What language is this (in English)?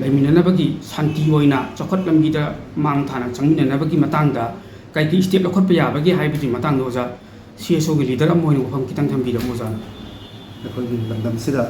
Manipuri